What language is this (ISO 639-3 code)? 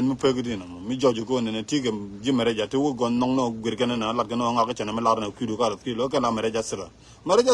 nus